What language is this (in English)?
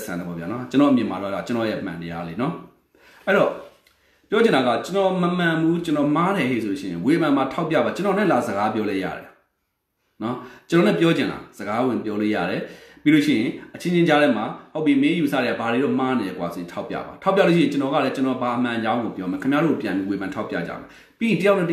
Burmese